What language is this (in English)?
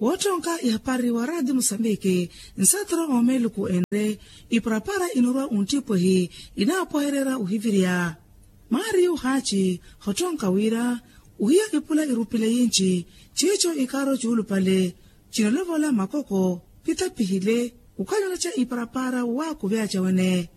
Makhuwa